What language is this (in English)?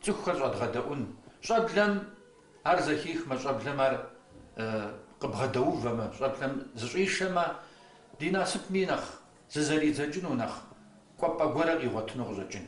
Kabardian